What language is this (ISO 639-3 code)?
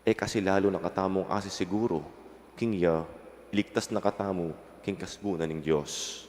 pam